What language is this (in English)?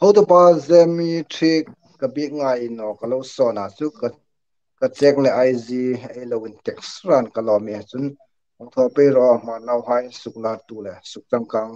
Hmar